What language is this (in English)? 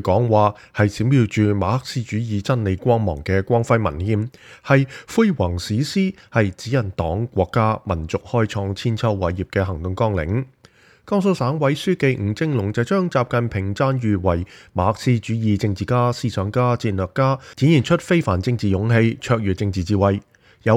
Cantonese